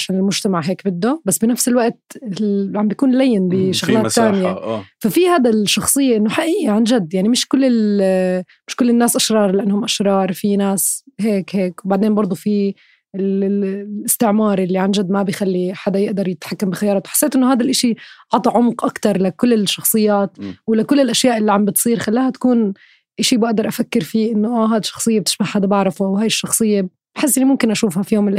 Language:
North Levantine Arabic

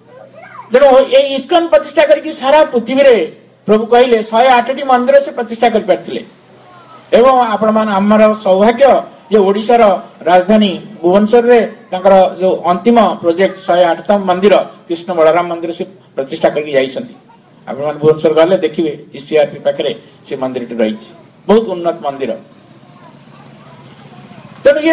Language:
Odia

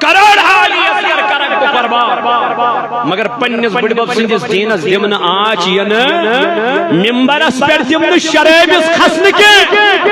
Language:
Kashmiri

